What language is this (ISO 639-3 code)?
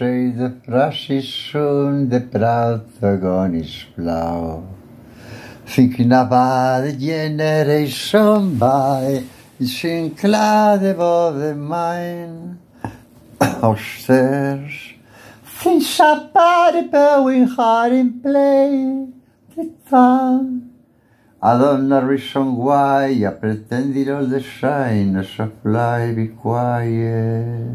eng